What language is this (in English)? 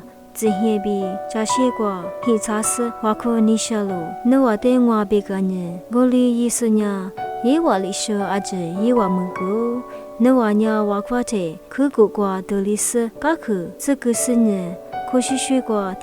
Lisu